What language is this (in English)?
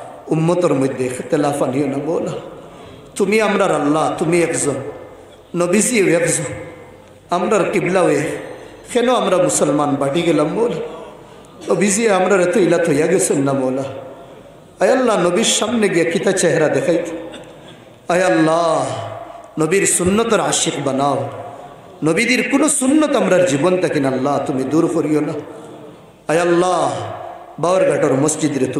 Sylheti